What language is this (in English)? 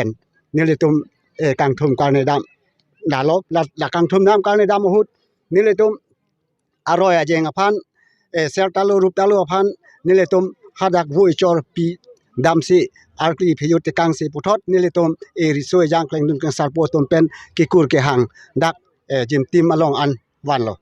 Karbi